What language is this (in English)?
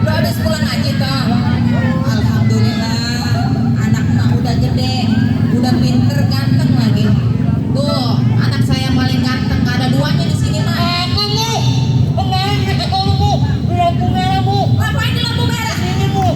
Betawi